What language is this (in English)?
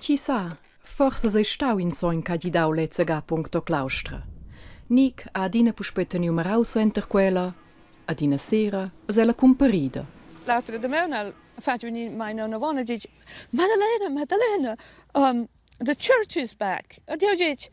Romansh